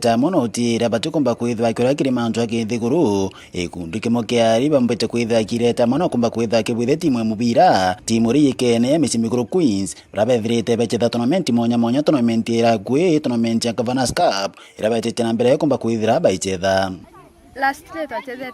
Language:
Meru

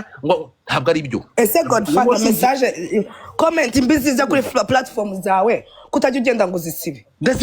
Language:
Kinyarwanda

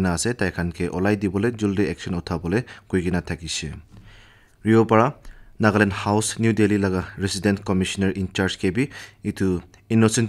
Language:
Naga Pidgin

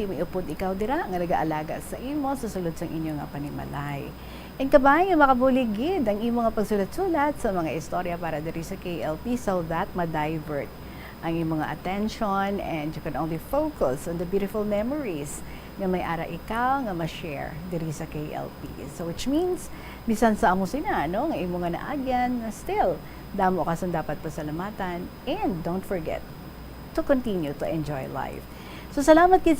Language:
Hiligaynon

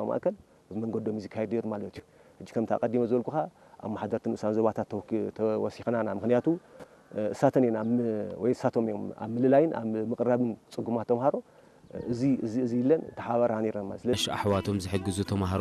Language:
Tigrinya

